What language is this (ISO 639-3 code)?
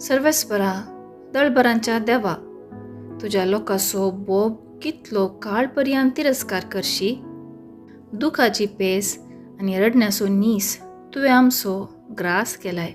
kok